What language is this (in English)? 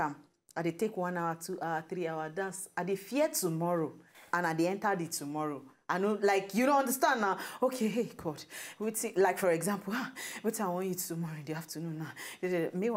Nigerian Pidgin